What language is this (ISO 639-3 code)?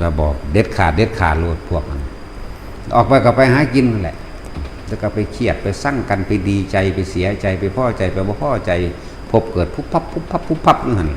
lao